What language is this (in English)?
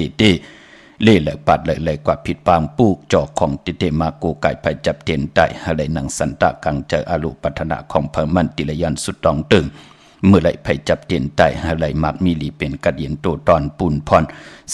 Shan